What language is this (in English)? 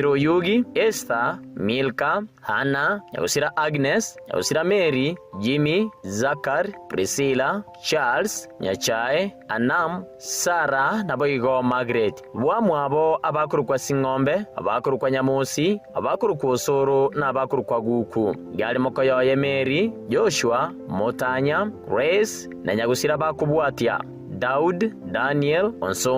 Gusii